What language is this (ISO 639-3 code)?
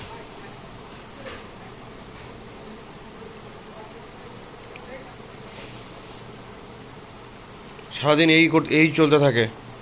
ben